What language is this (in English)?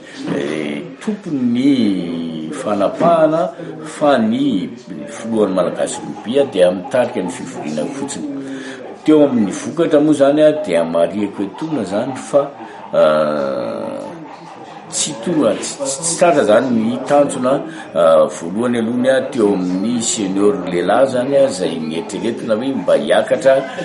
Malagasy